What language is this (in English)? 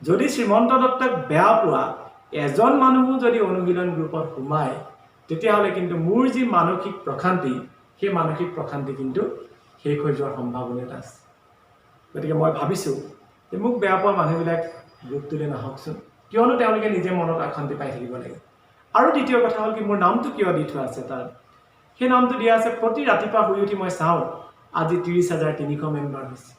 Assamese